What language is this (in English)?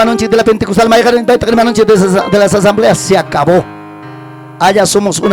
Ayacucho Quechua